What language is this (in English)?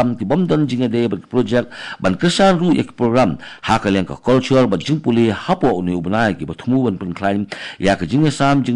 Khasi